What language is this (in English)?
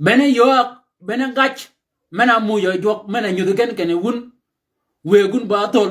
Shilluk